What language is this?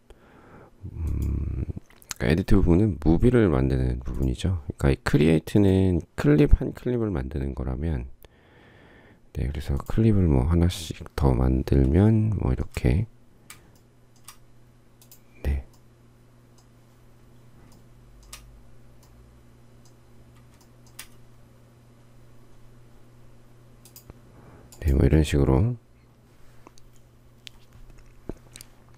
Korean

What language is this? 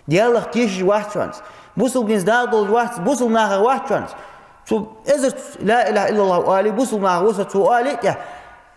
Ingush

